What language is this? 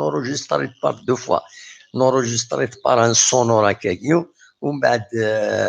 Kabyle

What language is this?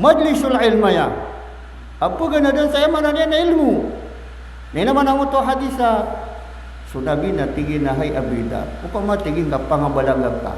Maranao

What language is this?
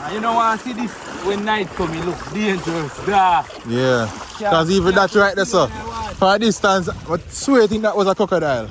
Jamaican Creole English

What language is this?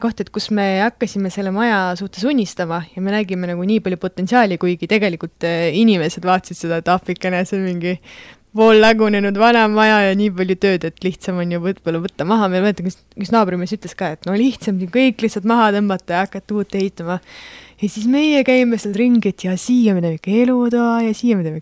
Estonian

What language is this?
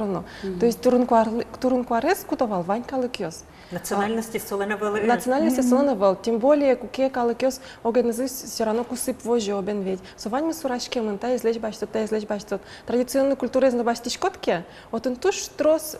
Udmurt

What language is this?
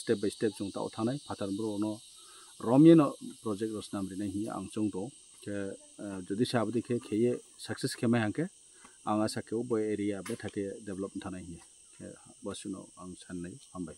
Kok Borok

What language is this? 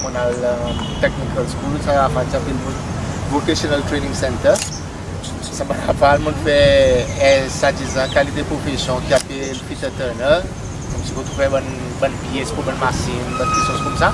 Seselwa Creole French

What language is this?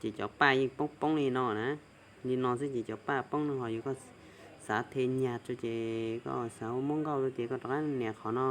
Hmong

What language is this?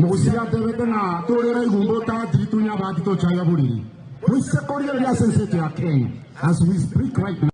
Gusii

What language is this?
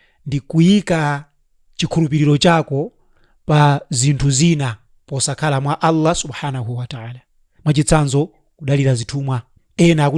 Nyanja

